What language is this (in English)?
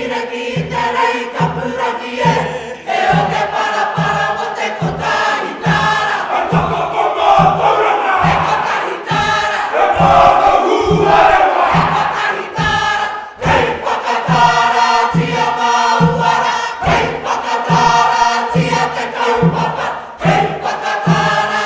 Māori